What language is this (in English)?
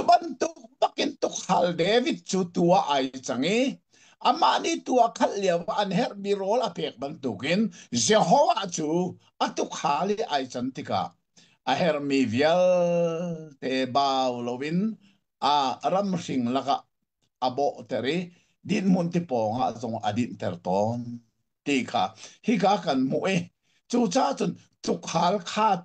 Hakha Chin